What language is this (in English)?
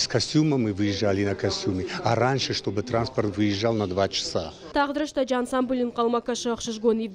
Ossetic